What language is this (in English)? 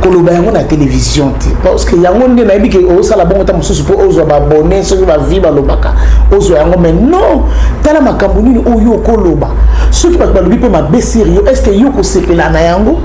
Lingala